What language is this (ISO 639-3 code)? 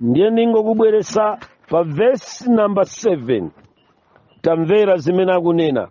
nya